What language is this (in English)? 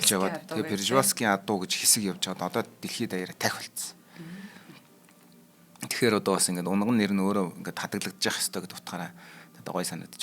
Mongolian